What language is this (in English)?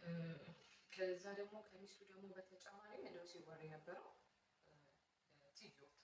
Amharic